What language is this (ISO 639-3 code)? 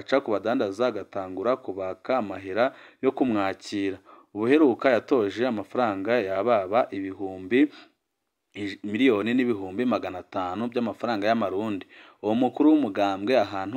run